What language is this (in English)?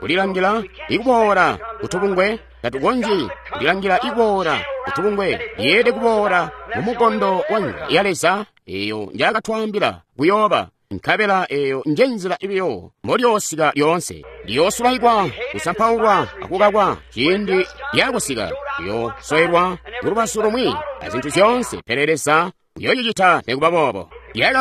Tonga (Zambia)